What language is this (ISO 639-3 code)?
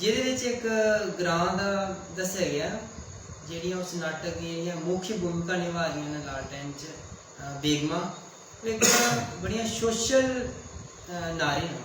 doi